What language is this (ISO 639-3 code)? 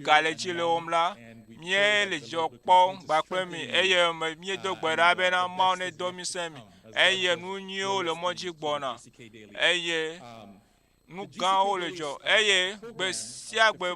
ewe